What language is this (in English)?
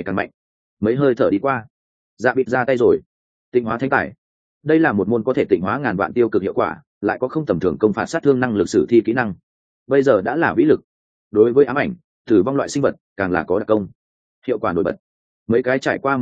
Vietnamese